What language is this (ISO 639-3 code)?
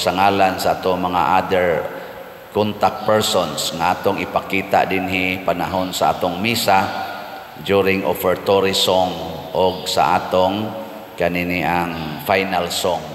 ceb